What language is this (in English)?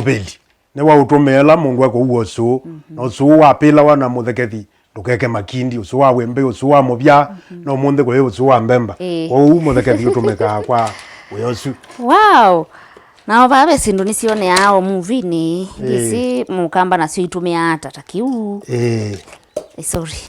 Kamba